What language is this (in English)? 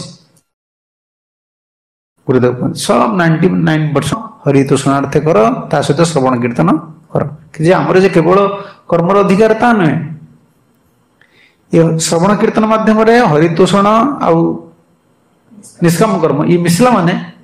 Odia